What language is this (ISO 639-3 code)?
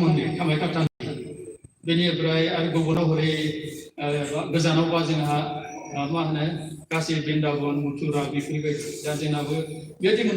brx